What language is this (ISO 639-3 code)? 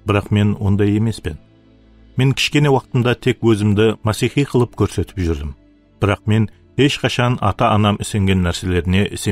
kaa